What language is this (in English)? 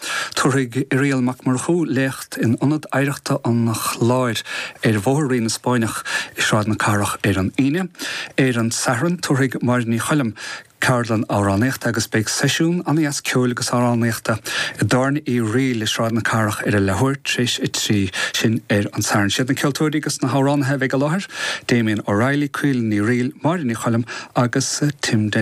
Irish